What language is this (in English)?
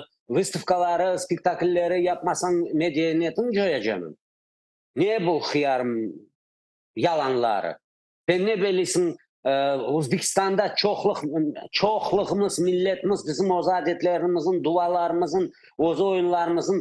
Crimean Tatar